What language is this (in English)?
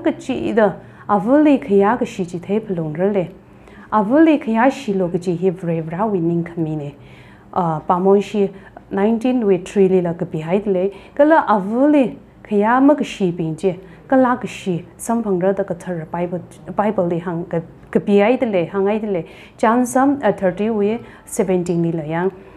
Tangkhul Naga (India)